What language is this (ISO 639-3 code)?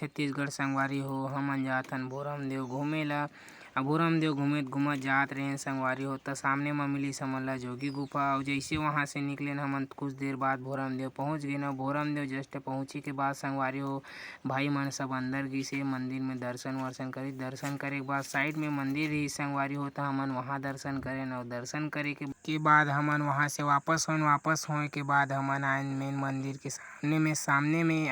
hne